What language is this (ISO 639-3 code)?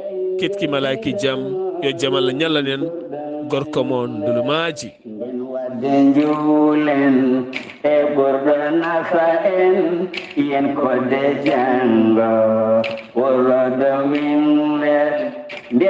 ful